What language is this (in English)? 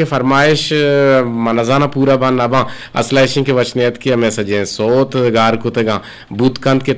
Eastern Balochi